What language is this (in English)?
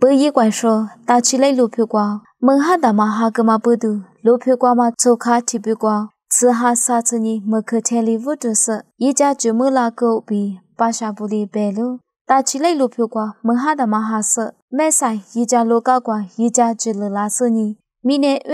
Lisu